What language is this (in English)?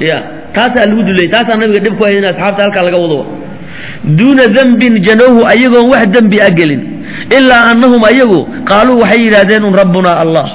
Somali